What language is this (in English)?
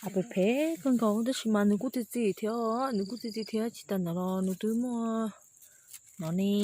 Hmong